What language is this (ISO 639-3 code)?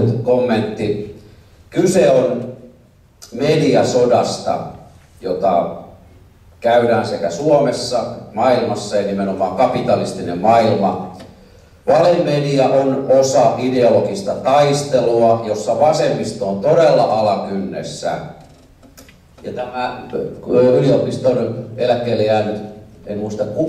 fin